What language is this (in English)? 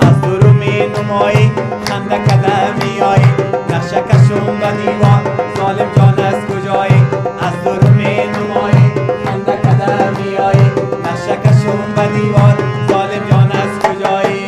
Persian